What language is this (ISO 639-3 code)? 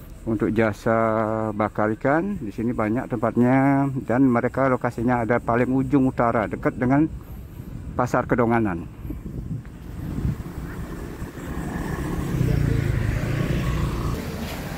ind